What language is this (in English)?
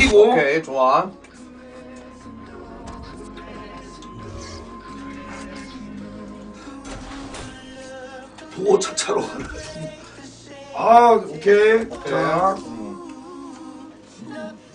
Korean